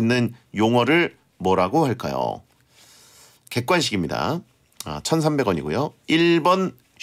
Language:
Korean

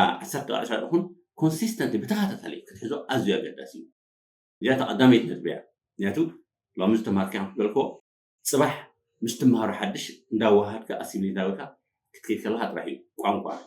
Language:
Tigrinya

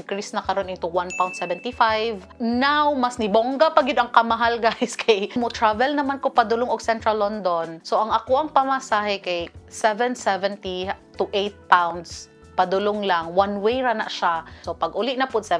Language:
Cebuano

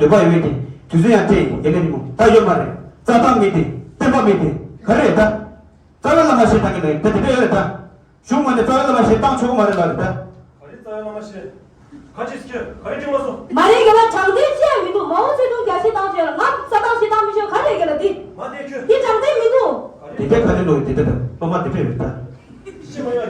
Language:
Tibetan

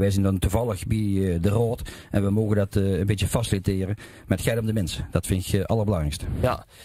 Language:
Limburgish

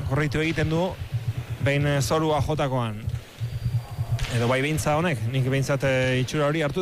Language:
Basque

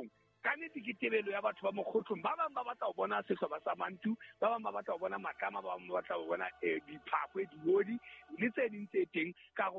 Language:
Southern Sotho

